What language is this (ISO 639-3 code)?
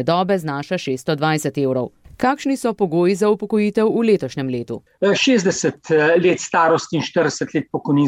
slv